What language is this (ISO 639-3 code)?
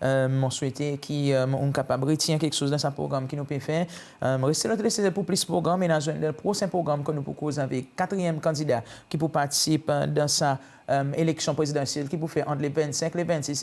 crs